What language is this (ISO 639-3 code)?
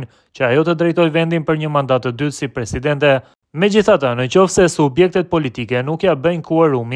sqi